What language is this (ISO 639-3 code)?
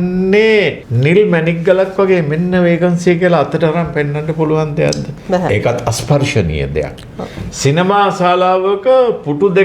sin